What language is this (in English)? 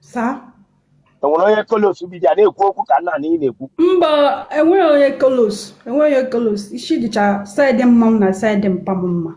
Igbo